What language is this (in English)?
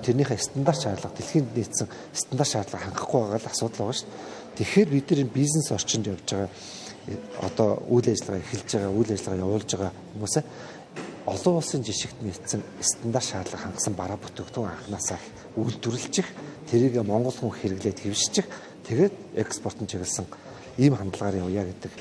Mongolian